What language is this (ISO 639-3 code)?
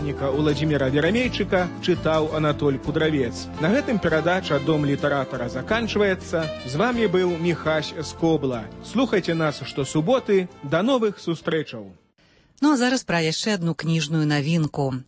bel